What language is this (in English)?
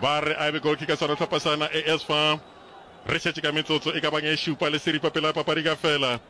Northern Sotho